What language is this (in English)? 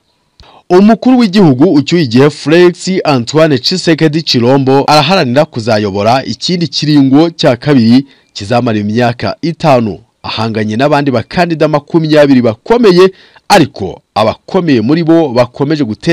Kinyarwanda